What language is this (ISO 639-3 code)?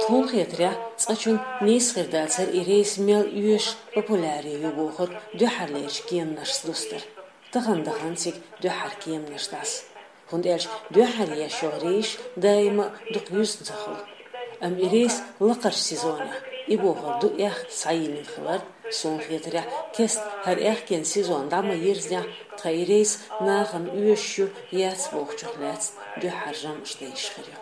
che